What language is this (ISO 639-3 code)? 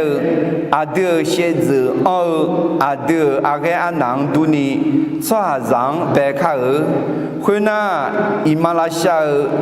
ahk